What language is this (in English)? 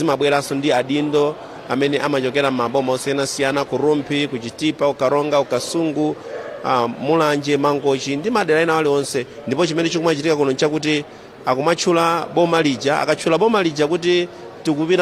Nyanja